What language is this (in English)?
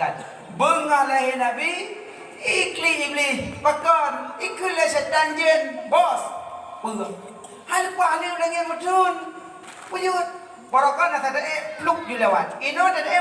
Achinese